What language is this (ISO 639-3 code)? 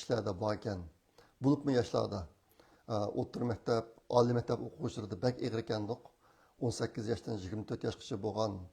uig